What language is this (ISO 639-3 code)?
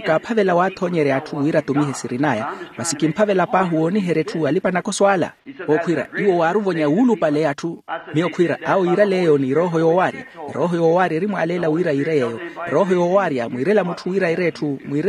vmw